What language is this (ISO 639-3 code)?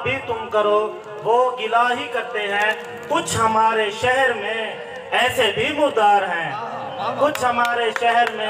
skr